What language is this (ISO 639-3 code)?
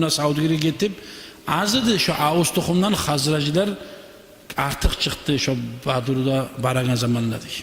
kum